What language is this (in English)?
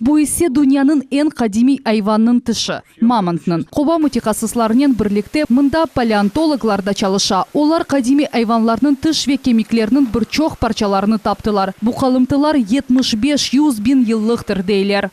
Crimean Tatar